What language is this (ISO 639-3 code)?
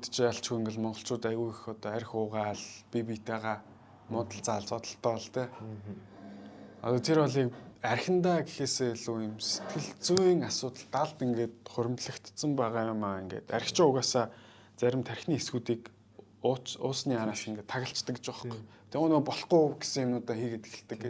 mon